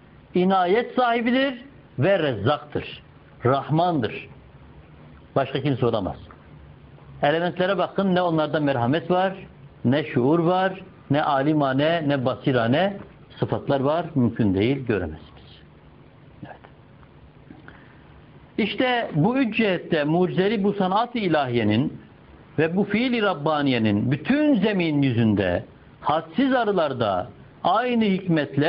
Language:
Turkish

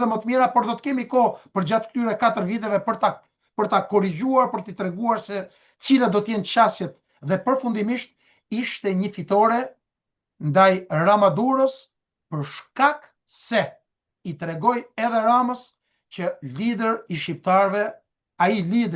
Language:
Albanian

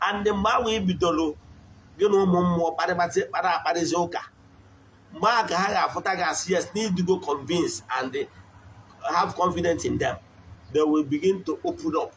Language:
Igbo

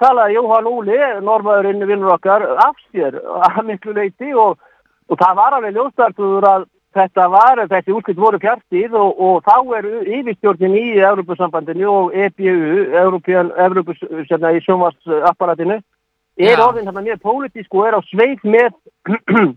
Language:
Icelandic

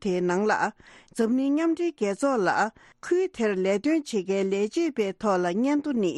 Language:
Tibetan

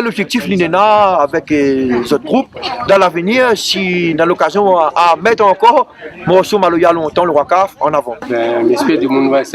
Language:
Réunion Creole French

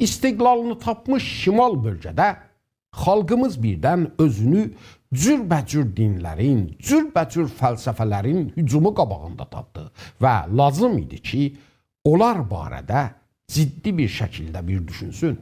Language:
South Azerbaijani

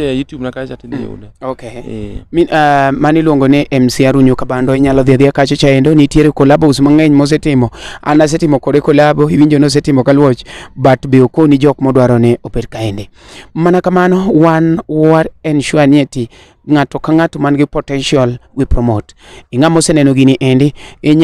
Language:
Luo (Kenya and Tanzania)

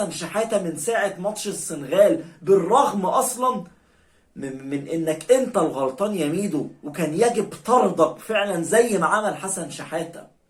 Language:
Egyptian Arabic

